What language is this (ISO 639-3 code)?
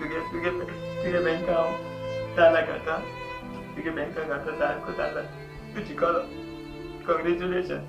kok